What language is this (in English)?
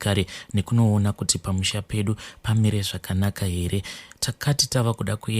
Shona